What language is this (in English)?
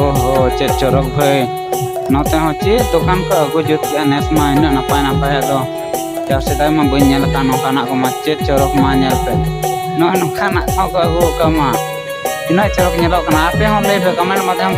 Santali